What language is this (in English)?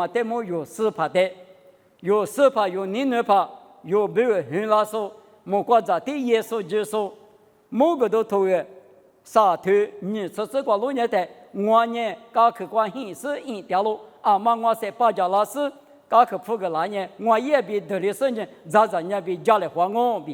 Lisu